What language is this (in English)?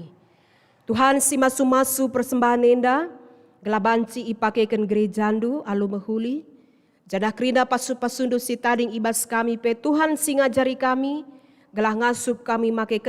Batak Karo